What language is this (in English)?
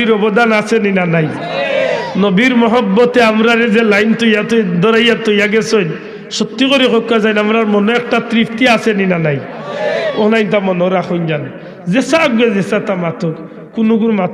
Sylheti